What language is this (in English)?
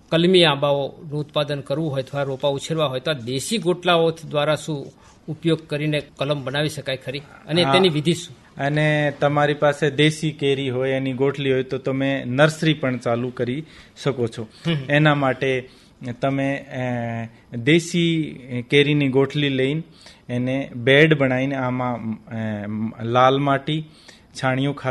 Gujarati